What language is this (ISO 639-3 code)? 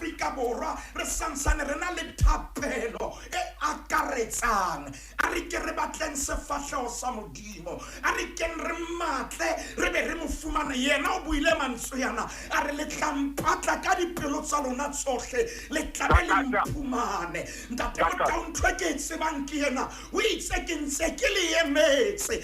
sot